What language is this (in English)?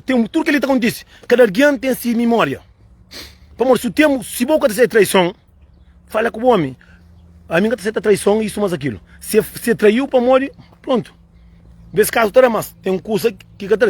Kabuverdianu